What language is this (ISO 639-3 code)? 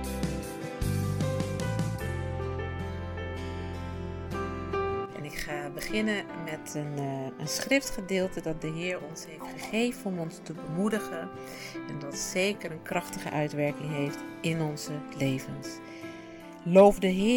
nld